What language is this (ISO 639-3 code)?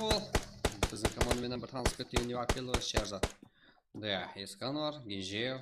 kaa